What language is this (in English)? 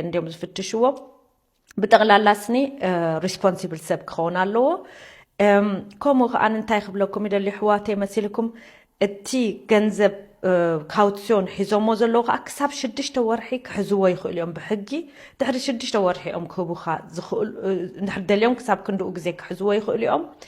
Tigrinya